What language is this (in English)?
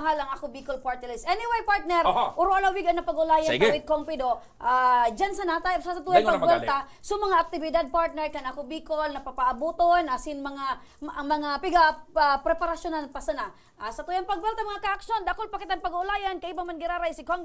Bikol